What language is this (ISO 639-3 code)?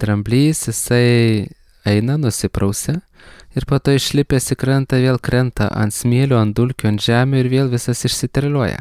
lit